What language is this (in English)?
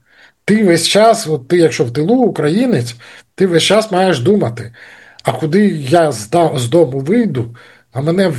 Ukrainian